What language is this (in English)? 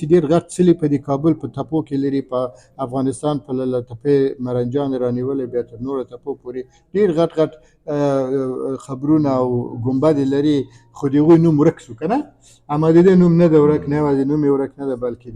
Pashto